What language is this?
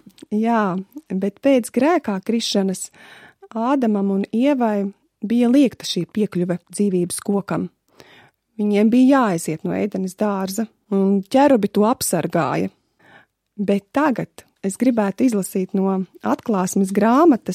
Latvian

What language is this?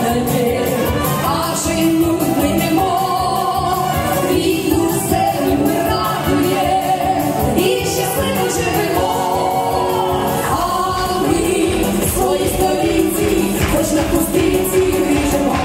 Ukrainian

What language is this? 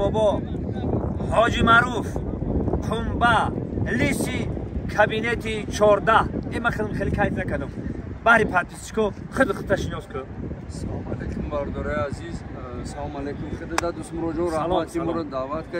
Tajik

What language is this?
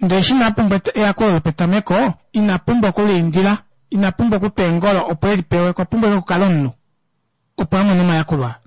Kuanyama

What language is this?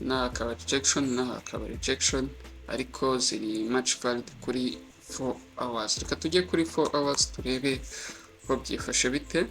Kinyarwanda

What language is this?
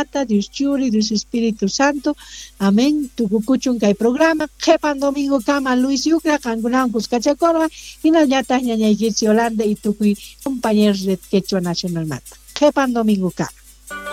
South Bolivian Quechua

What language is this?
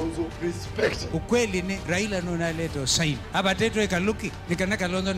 Kamba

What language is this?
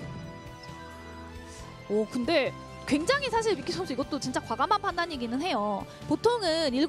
Korean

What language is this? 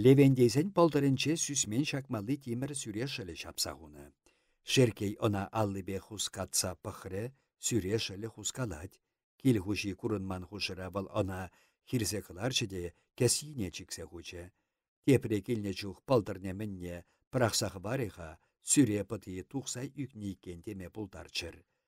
Chuvash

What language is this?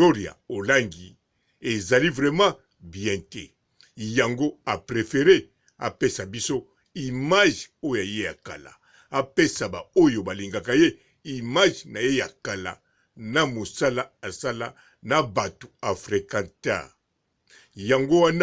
Lingala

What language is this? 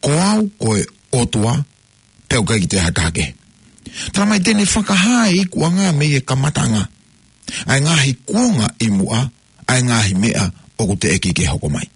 Tongan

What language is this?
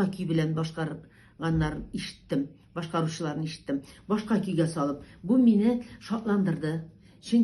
Tatar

